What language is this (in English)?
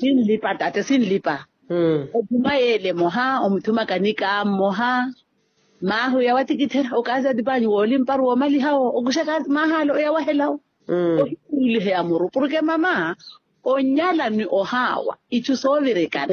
Makhuwa